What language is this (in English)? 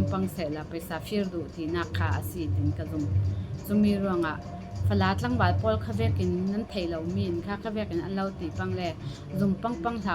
Falam Chin